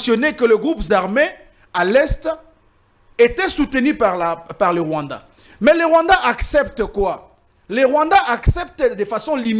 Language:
French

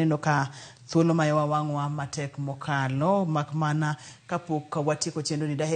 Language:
Luo (Kenya and Tanzania)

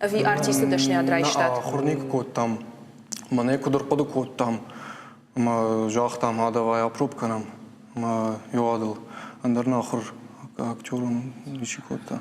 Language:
Ossetic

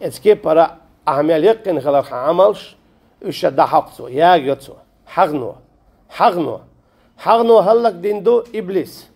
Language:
Chechen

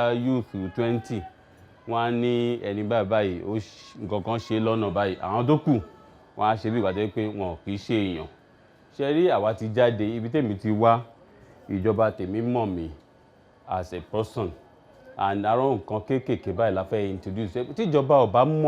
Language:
Yoruba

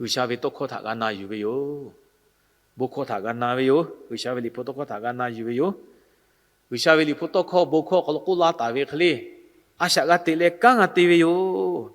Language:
Lahu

